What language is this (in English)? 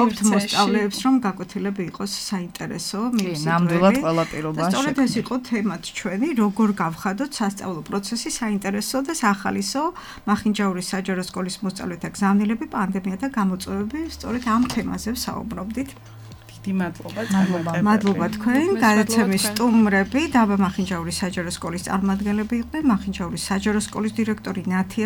Georgian